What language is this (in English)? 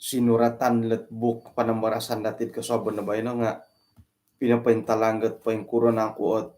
Central Dusun